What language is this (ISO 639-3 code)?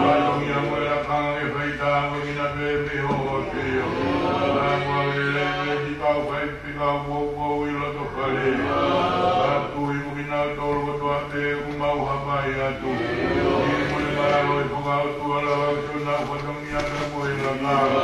ton